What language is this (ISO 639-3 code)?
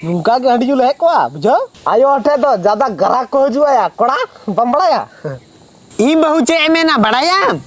sat